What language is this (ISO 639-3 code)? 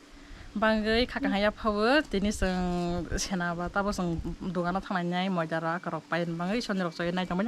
trp